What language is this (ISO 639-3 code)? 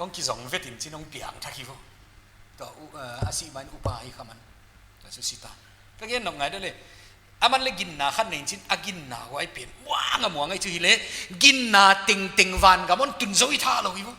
pck